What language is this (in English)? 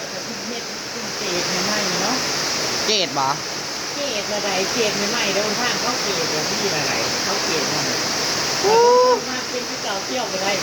Northeastern Thai